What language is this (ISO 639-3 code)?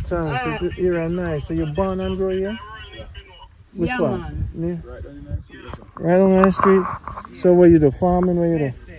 jam